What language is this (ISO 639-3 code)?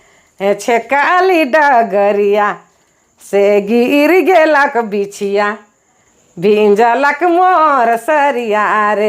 sck